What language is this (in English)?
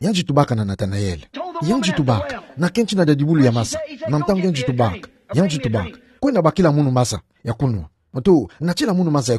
Kituba (Democratic Republic of Congo)